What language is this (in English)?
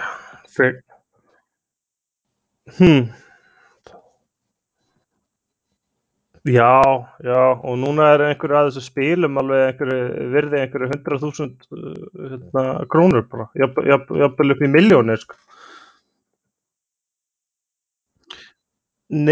Icelandic